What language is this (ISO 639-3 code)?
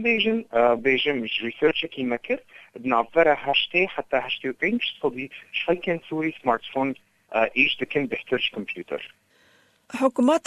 kur